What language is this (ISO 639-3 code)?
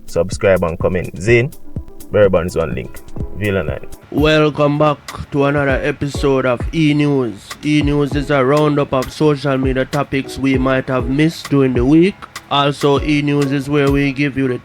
jam